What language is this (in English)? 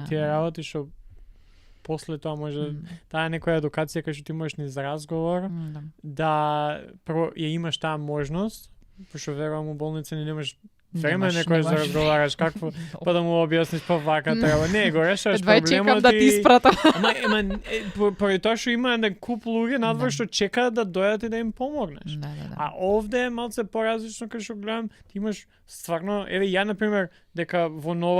Macedonian